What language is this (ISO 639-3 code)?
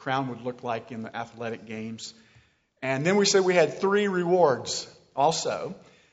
eng